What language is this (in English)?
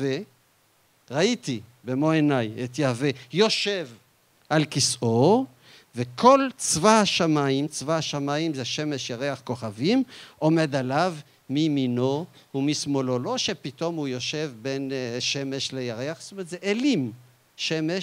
Hebrew